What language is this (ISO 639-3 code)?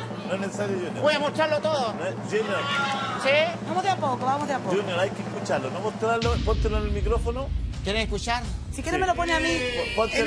spa